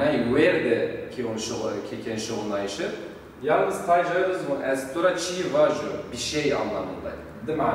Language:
Zaza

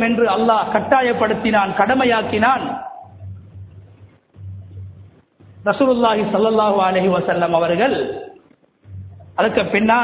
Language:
Tamil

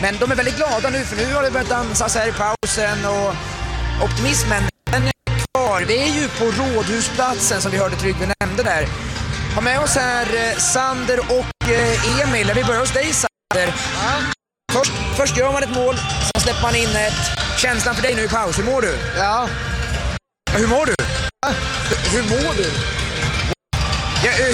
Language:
Swedish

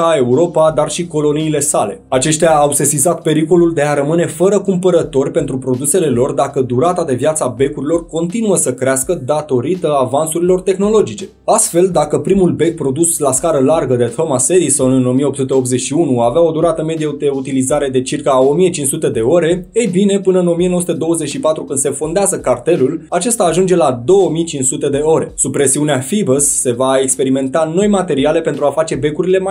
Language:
Romanian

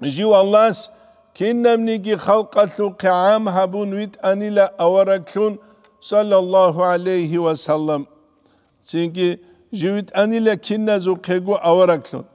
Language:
Avaric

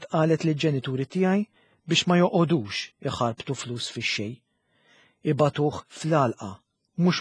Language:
Maltese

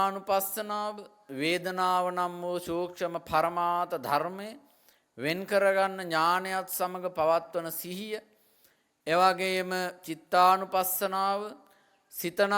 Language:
Sinhala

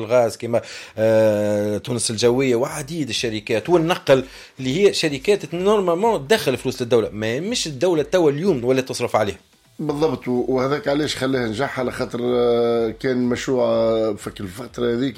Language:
Tunisian Arabic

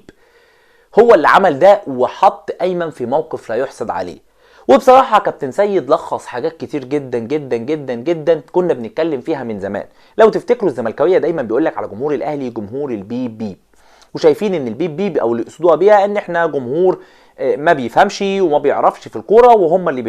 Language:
Egyptian Arabic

